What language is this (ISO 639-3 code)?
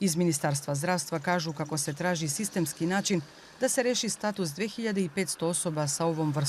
bos